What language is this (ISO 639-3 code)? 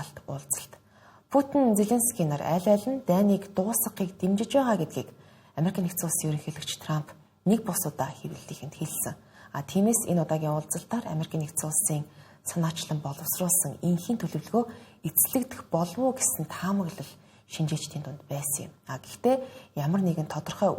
mon